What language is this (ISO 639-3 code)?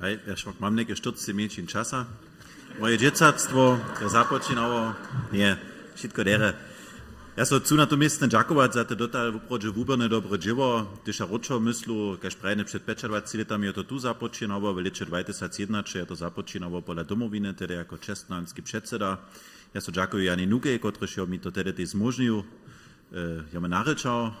hsb